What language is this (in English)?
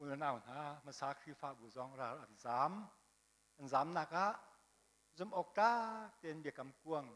Hakha Chin